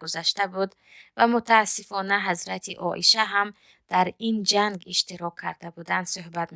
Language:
Tajik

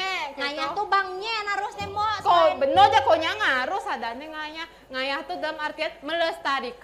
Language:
Balinese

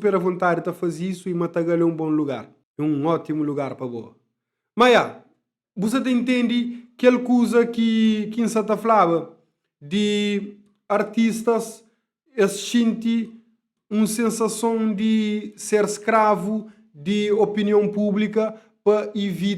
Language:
Kabuverdianu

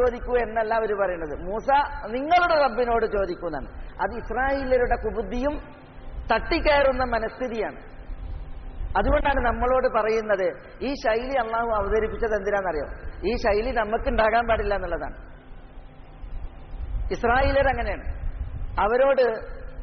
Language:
Malayalam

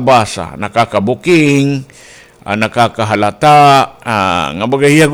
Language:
Waray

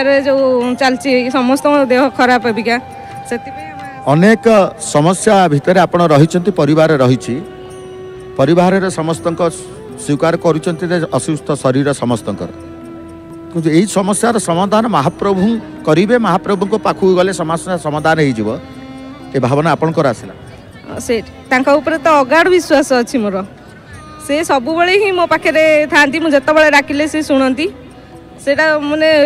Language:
Odia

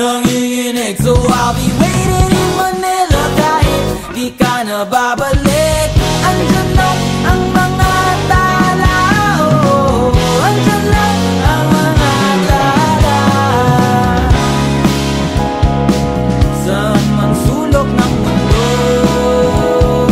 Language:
Filipino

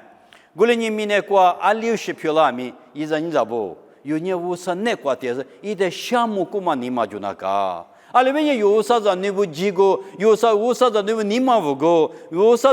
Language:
Lisu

